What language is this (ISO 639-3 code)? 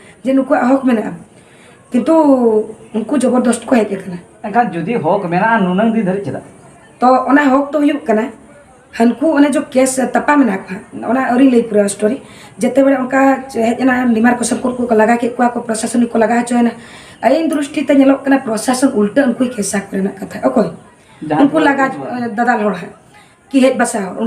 sat